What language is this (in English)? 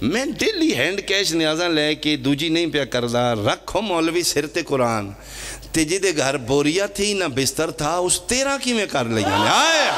Pahari-Potwari